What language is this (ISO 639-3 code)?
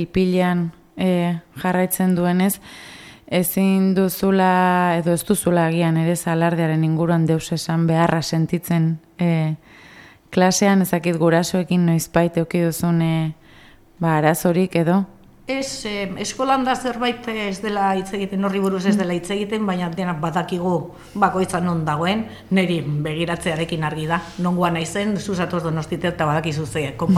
eus